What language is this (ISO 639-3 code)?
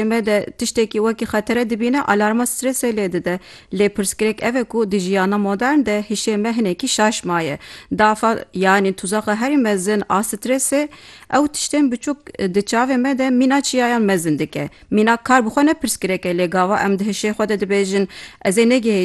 kur